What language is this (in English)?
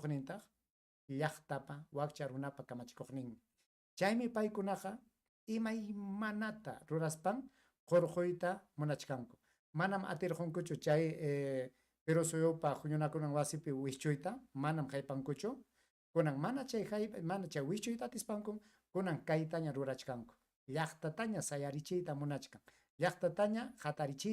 Ayacucho Quechua